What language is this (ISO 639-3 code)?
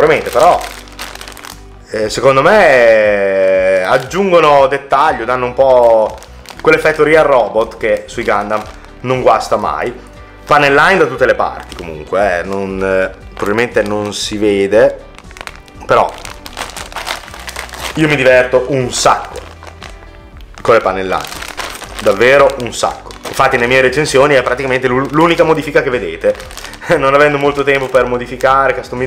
ita